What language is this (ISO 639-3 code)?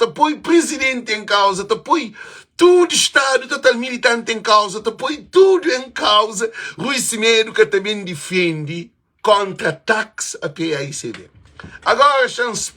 kea